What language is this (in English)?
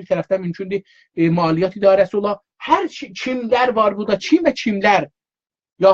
South Azerbaijani